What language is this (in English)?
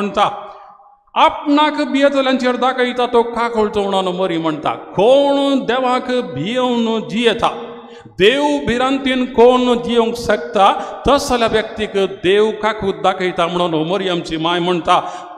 Konkani